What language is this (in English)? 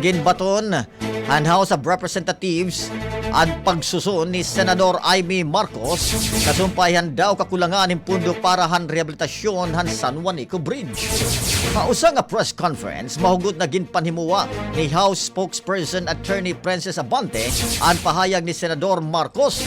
Waray